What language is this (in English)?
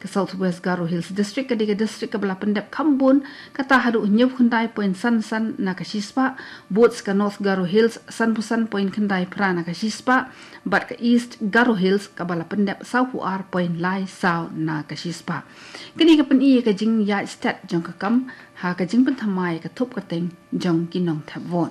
Khasi